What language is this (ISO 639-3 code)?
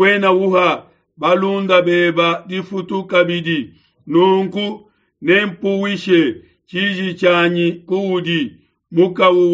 lua